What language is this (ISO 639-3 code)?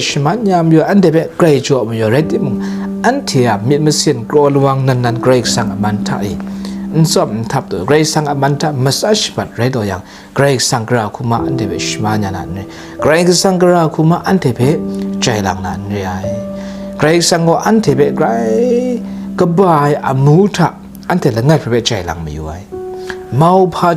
kac